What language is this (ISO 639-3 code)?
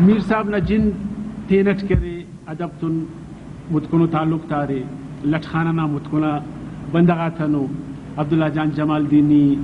brh